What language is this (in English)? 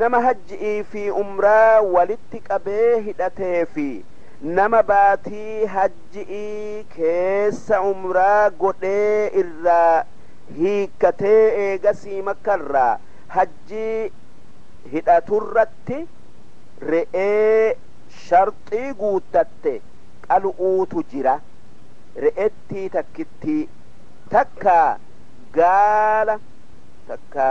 Oromo